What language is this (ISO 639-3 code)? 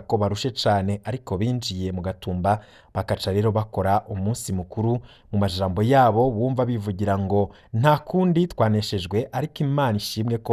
run